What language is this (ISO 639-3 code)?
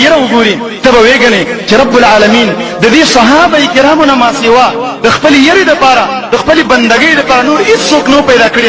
pus